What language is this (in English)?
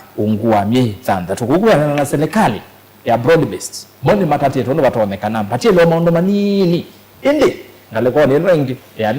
Kamba